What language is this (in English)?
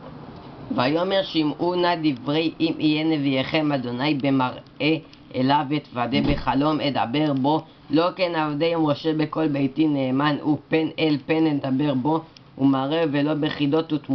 Hebrew